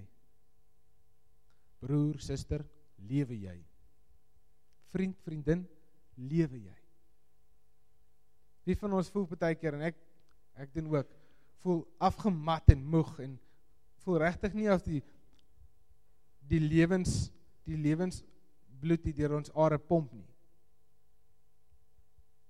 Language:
Afrikaans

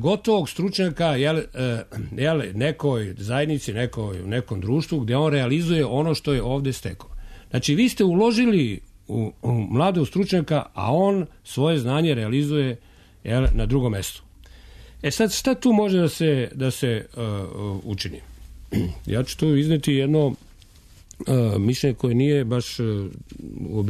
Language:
Serbian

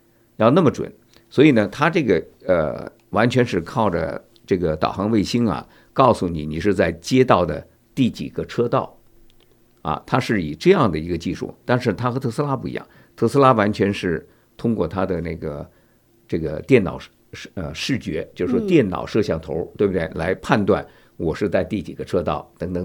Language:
Chinese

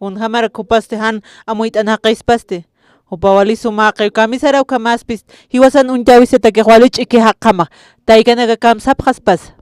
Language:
Aymara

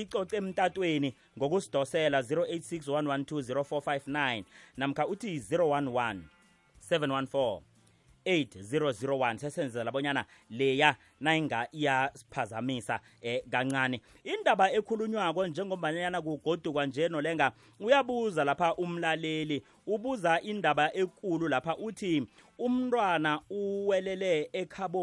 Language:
South Ndebele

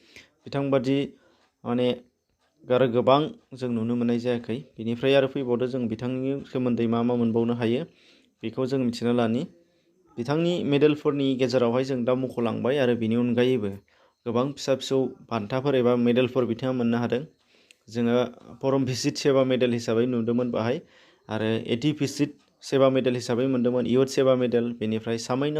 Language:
Bodo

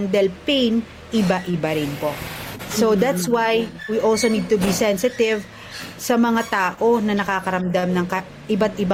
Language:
Filipino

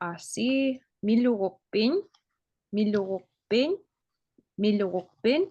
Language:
Inupiaq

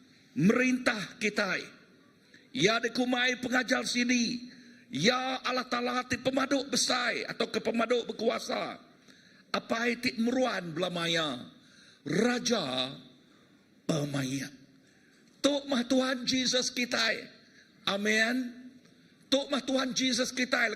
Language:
Iban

